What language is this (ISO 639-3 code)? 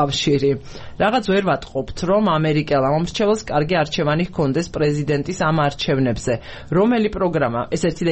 kat